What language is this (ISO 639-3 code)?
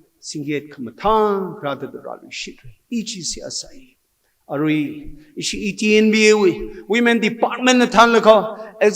nmf